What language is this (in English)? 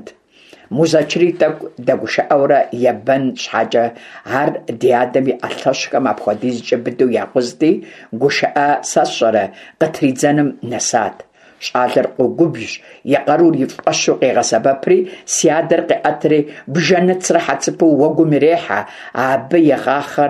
Kabardian